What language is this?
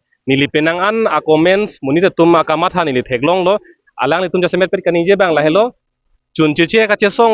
Karbi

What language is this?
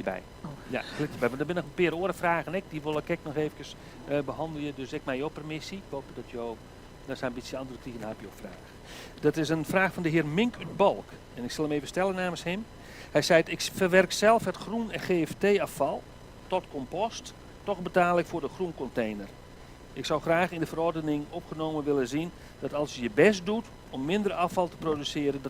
Western Frisian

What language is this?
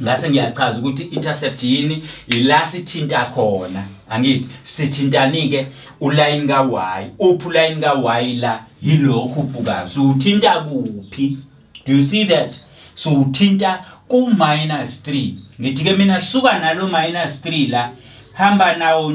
Zulu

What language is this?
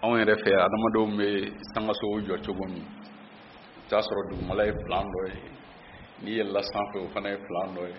Bambara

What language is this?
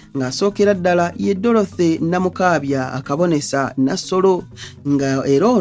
Ganda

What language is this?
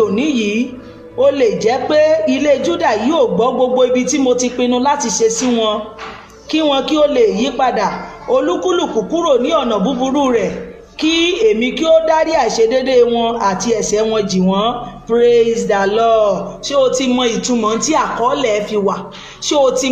Yoruba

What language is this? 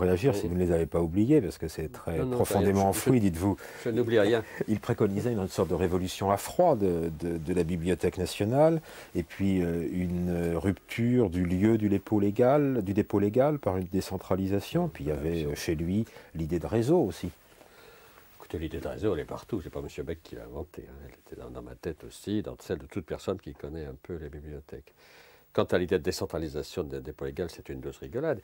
French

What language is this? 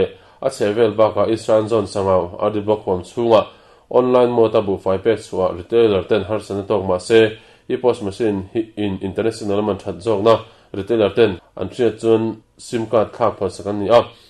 Mizo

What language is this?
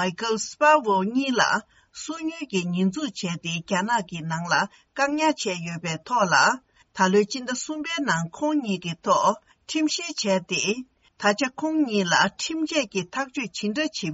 Tibetan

